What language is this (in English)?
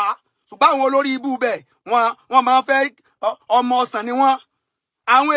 Yoruba